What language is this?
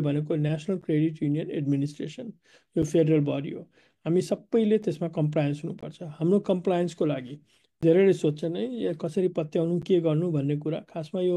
Nepali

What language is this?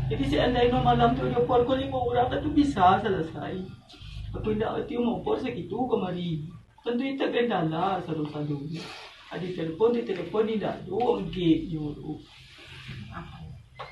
Minangkabau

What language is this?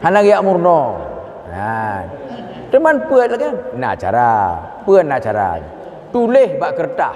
Achinese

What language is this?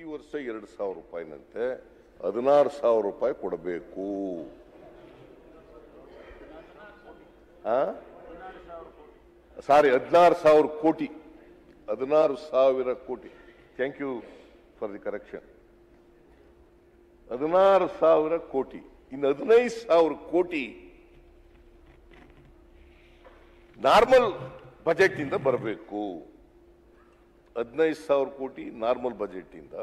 Kannada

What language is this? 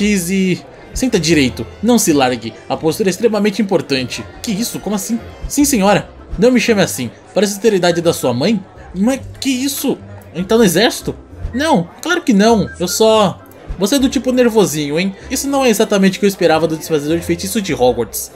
Portuguese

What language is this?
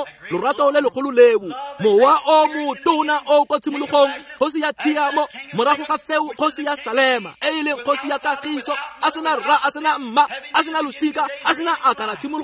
Tswana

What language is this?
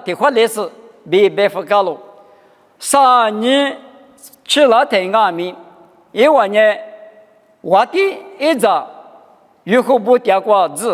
Lisu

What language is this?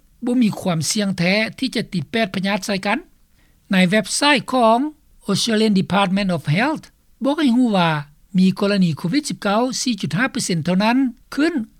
Lao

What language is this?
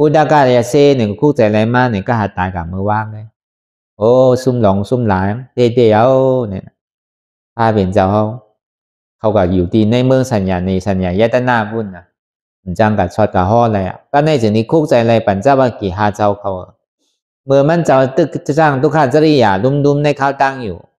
Shan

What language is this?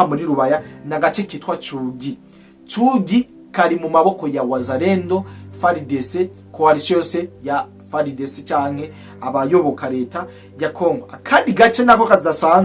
Rundi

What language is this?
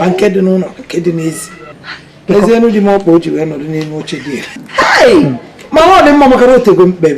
Igbo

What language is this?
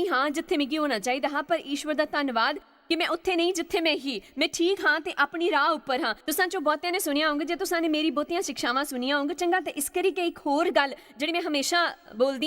Dogri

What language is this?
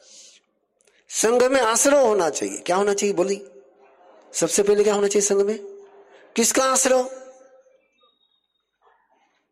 Hindi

